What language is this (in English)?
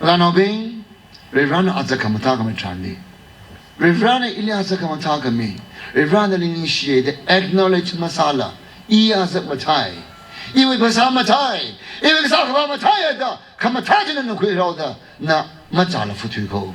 Tangkhul Naga (India)